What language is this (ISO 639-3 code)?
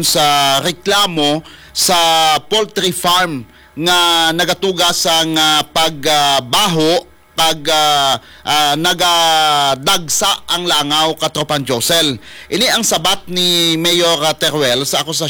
hil